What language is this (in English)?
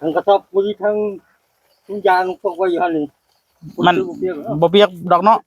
Northeastern Thai